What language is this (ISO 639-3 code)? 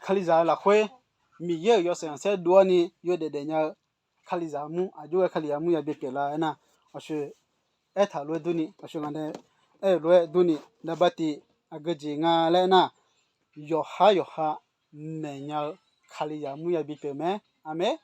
ahk